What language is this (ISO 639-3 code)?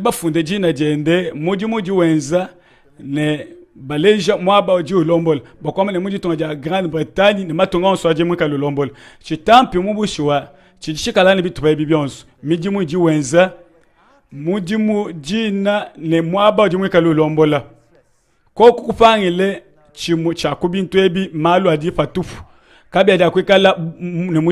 lua